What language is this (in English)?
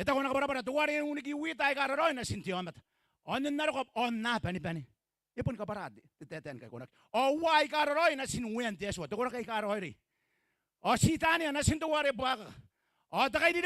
Gilbertese